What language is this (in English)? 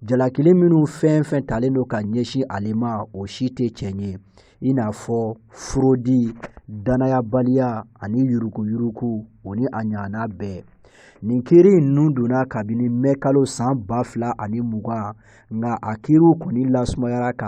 Bambara